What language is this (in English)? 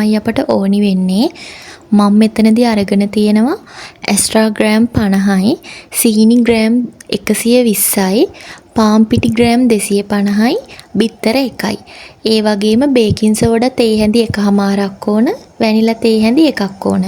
Sinhala